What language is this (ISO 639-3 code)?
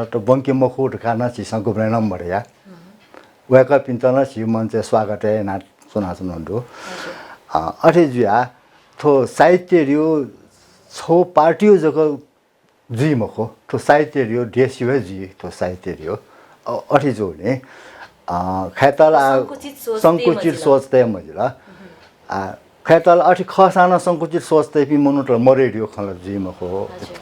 new